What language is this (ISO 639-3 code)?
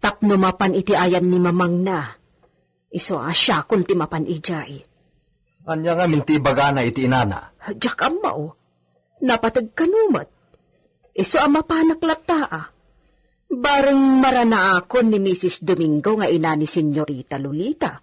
ilo